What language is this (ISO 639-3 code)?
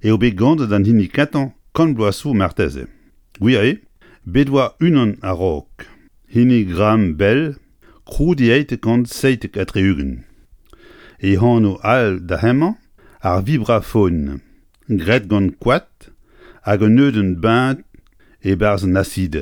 bre